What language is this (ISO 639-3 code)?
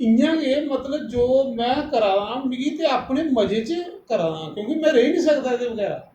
doi